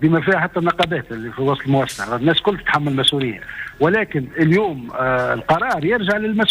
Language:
Tunisian Arabic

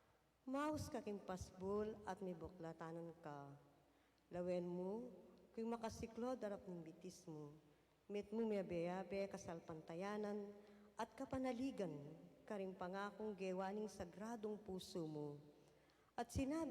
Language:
Pampanga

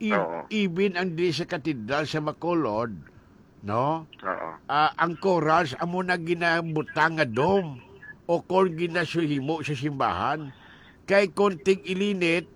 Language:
Hiligaynon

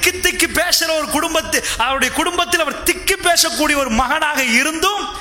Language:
Tamil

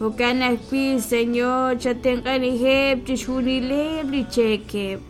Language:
Kekchí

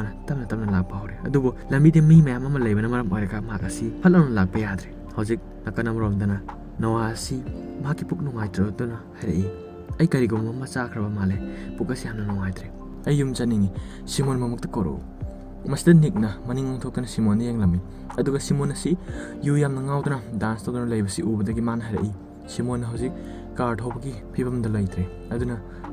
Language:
Manipuri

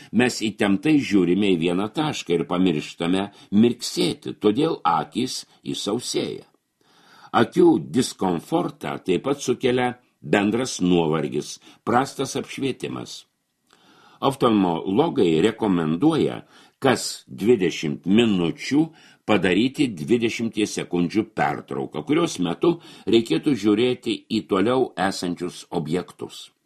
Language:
Lithuanian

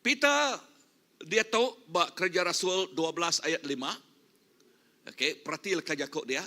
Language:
Iban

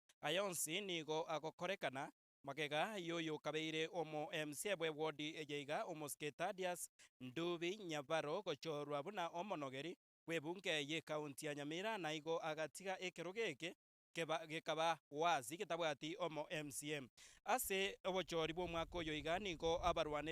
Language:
Gusii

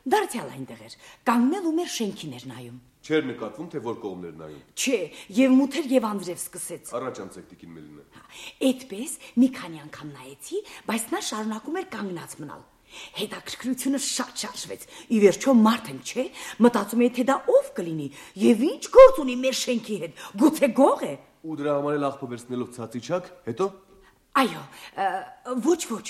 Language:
Armenian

